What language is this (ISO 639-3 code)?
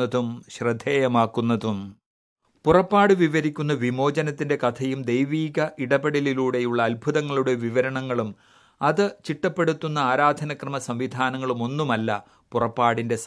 mal